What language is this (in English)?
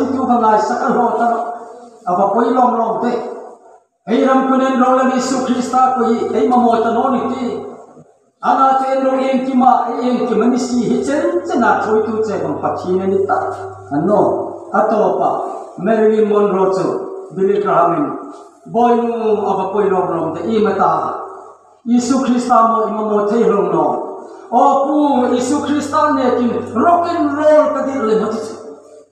Hmar